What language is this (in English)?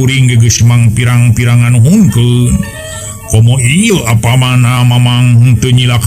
Sundanese